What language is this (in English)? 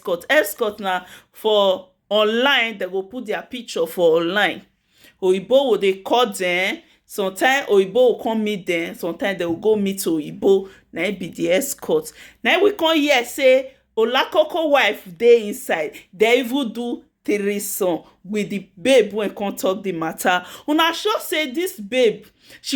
Nigerian Pidgin